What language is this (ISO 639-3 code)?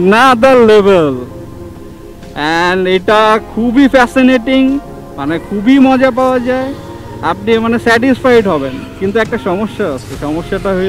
ben